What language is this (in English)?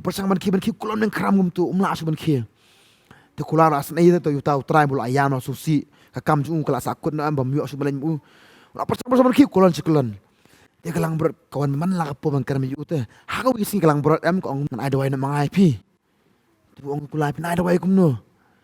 Khasi